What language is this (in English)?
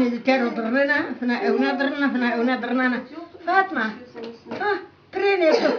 Zaza